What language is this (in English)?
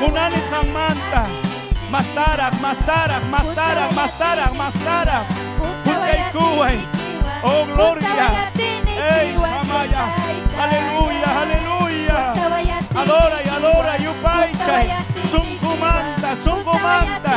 Ayacucho Quechua